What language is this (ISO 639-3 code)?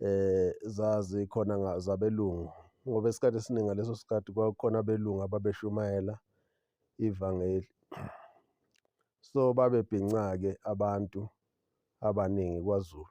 zul